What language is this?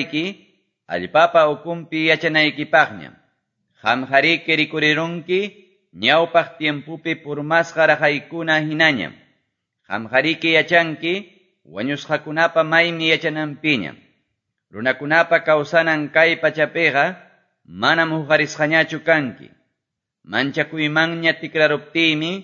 Quechua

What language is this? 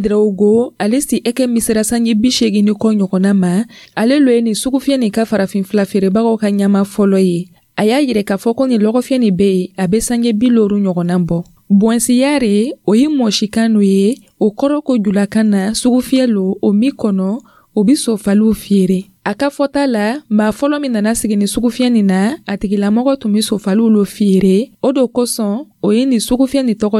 Dyula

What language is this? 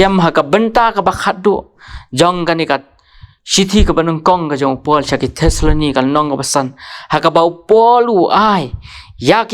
Khasi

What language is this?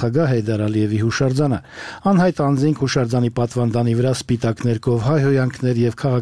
Armenian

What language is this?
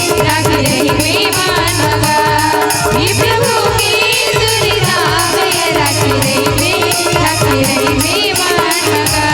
Chhattisgarhi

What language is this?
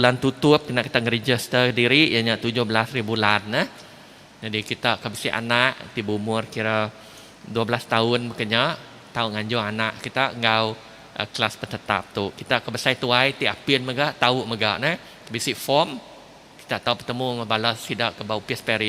Iban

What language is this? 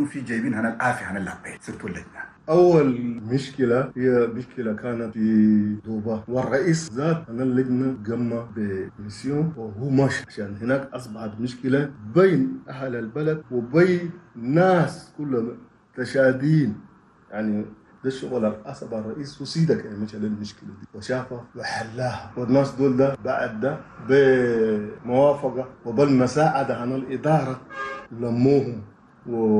Chadian Arabic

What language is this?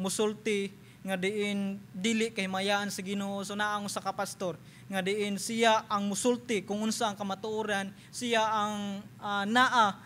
Cebuano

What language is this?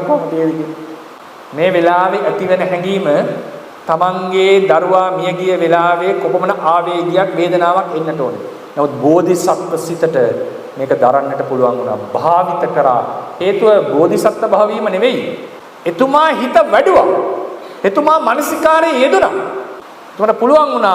Sinhala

